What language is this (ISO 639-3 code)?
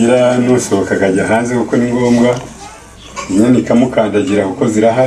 kin